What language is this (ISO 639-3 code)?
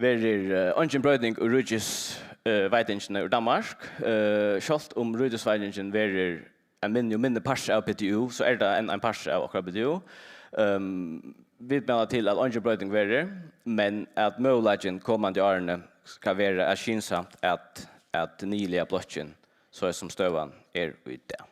fao